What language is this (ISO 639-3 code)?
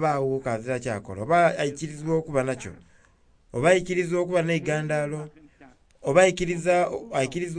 xog